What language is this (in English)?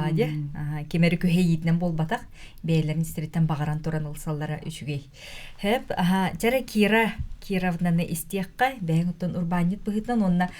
Yakut